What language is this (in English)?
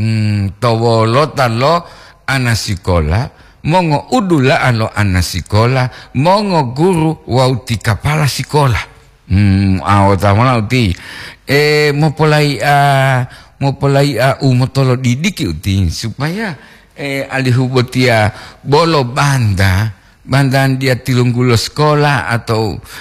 Gorontalo